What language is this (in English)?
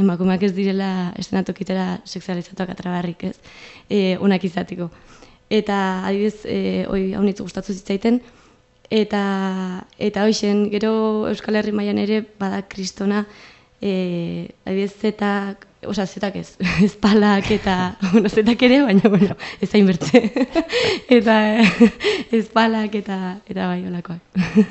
Basque